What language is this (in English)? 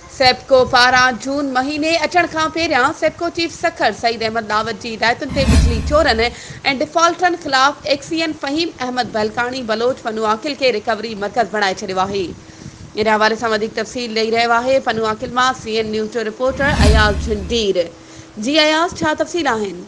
Sindhi